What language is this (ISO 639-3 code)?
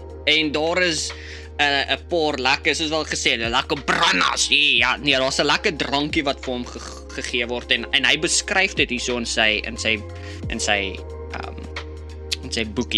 afr